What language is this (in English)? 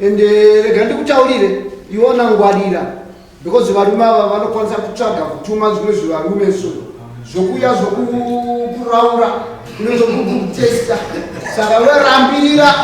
Shona